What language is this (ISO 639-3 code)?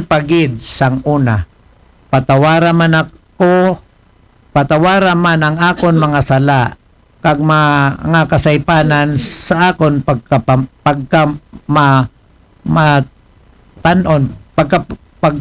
akl